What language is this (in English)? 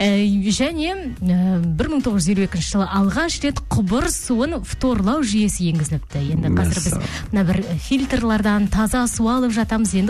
Kazakh